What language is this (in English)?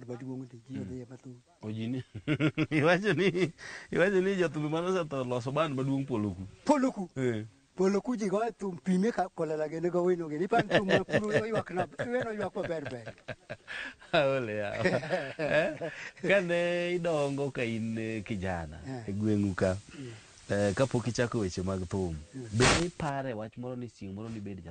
Luo (Kenya and Tanzania)